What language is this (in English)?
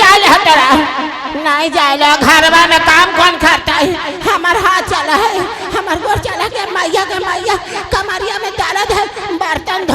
Magahi